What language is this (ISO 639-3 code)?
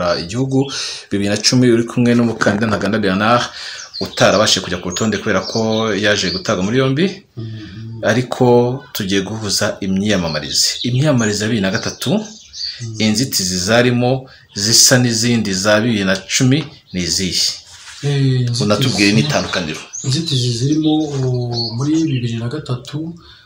kin